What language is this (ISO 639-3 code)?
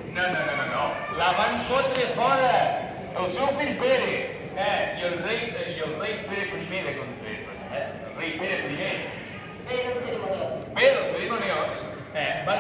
cat